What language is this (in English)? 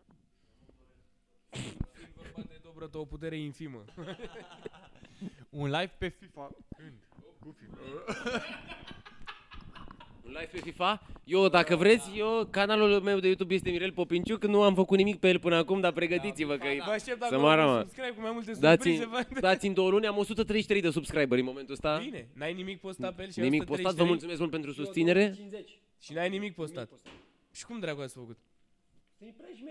Romanian